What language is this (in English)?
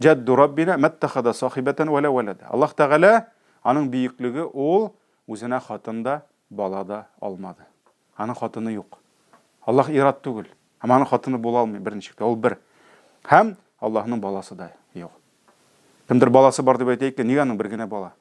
Tatar